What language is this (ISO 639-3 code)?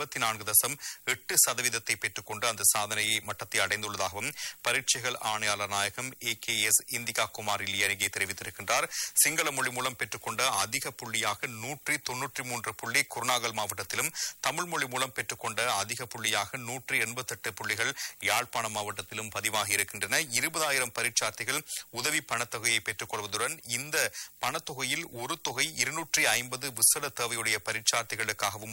tam